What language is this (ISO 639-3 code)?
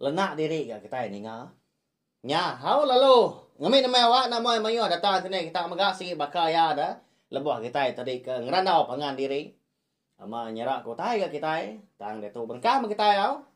iba